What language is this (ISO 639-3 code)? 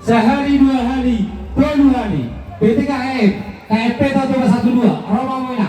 bbc